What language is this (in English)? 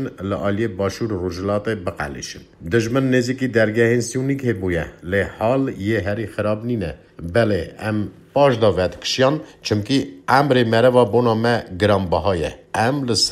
Kurdish